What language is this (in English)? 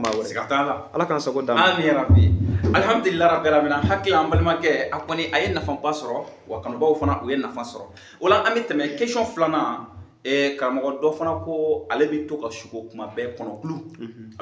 Bambara